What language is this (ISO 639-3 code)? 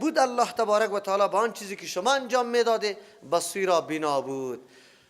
fas